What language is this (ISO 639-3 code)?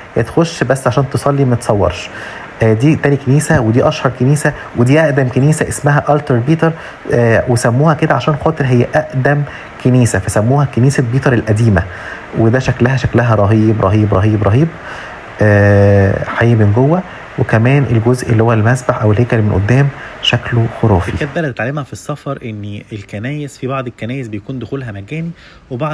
arz